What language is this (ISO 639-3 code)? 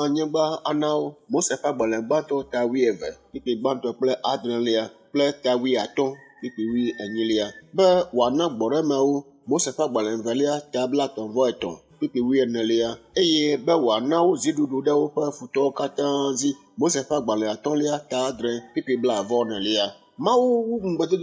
ewe